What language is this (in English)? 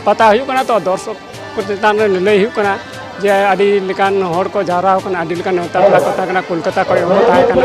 Santali